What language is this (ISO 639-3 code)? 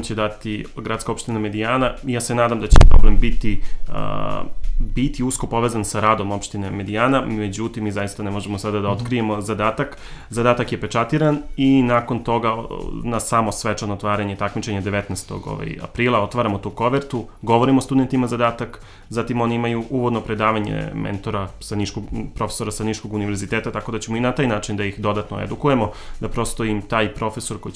srp